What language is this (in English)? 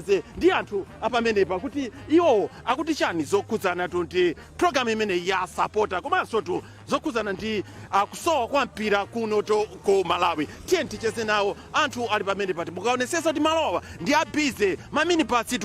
Nyanja